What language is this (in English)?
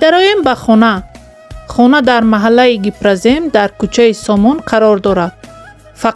Tajik